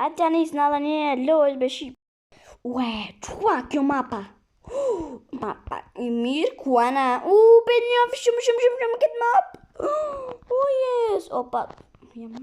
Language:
Albanian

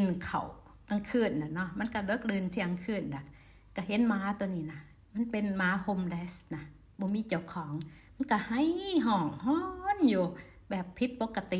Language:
Lao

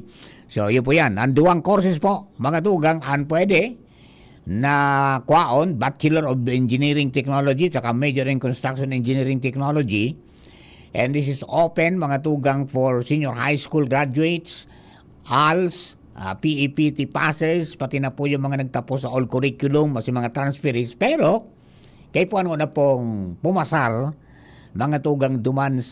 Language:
Bikol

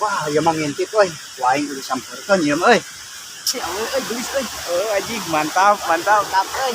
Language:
Sundanese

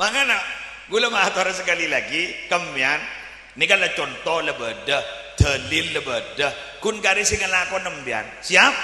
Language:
Madurese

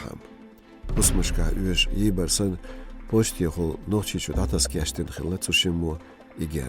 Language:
Chechen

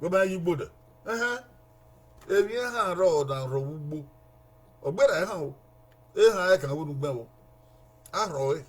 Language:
Bini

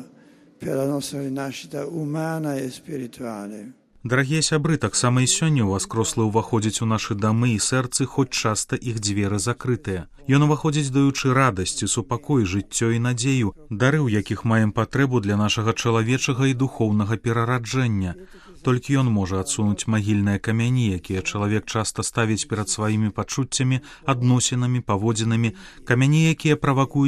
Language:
Belarusian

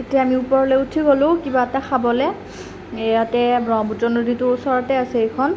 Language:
Assamese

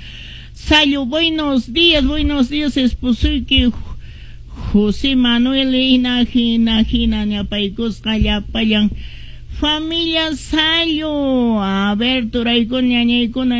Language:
Quechua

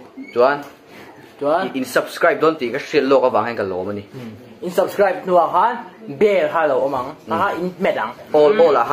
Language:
Mizo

